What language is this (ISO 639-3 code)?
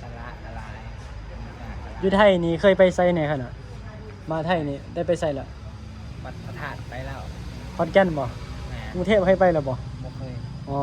tts